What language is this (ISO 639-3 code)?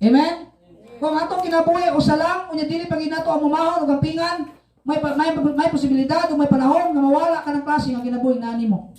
ceb